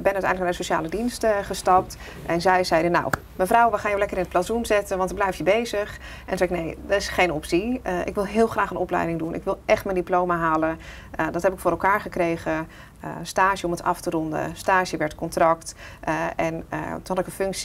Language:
Dutch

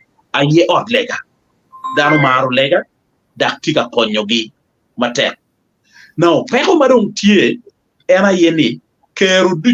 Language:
Acoli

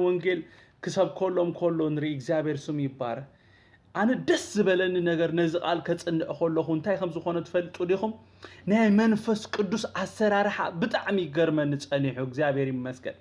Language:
Tigrinya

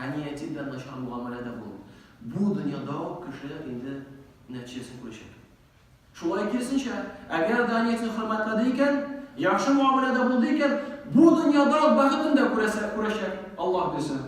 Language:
Tatar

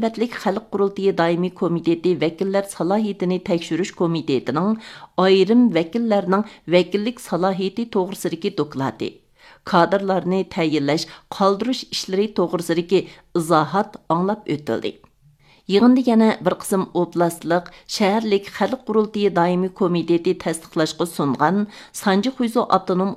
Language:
Uyghur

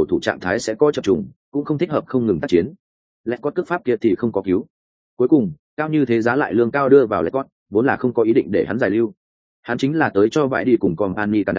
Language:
Vietnamese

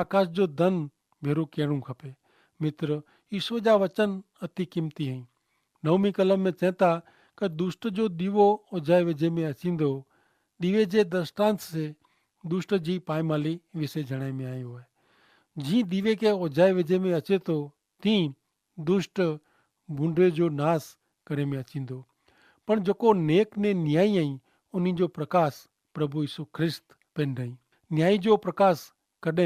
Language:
Kachhi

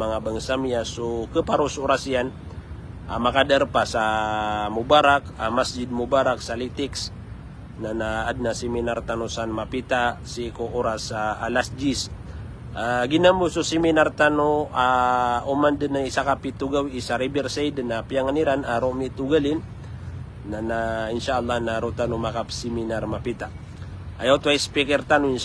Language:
Maranao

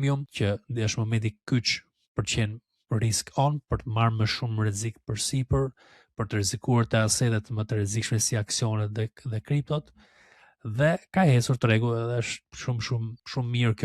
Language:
Albanian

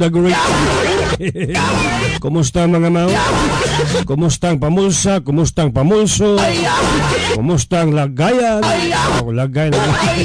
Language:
Filipino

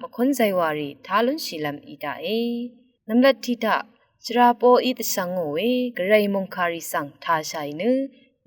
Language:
Rawang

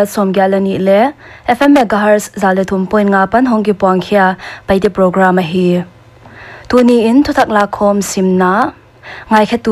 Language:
Paite Chin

